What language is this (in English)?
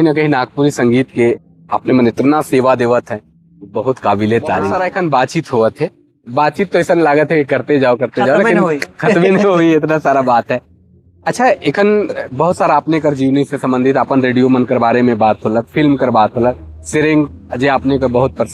Sadri